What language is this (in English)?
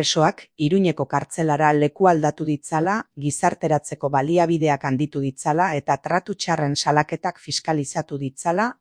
Basque